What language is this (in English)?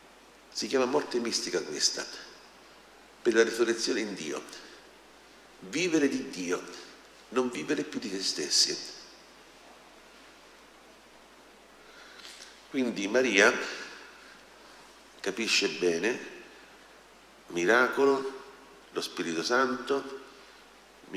Italian